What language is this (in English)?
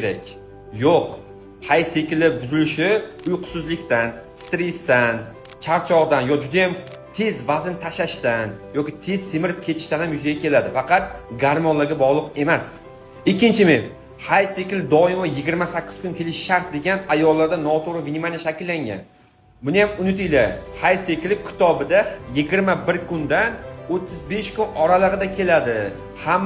Uzbek